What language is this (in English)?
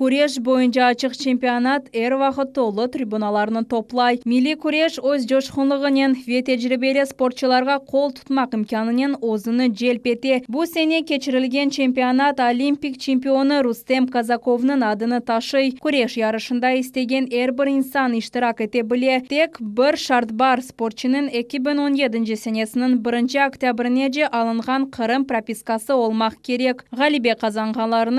Crimean Tatar